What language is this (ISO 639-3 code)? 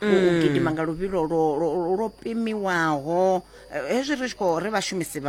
ven